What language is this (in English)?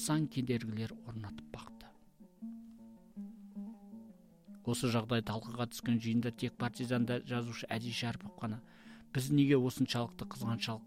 Kazakh